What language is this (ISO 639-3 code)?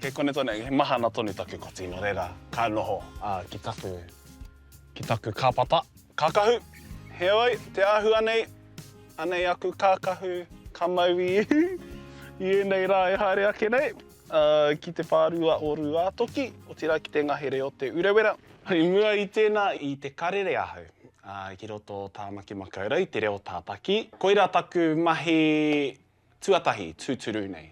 mri